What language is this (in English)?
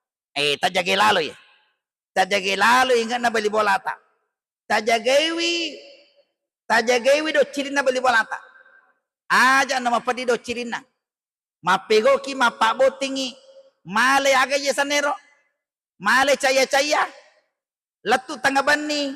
Buginese